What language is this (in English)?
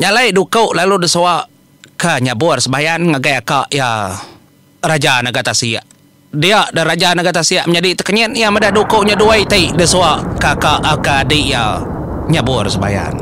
Iban